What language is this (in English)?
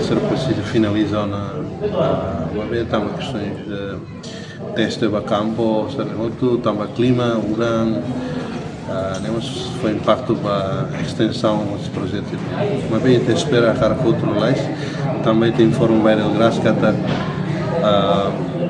Tetum